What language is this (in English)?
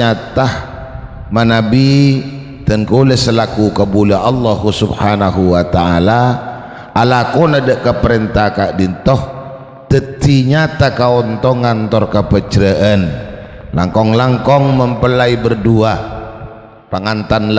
Madurese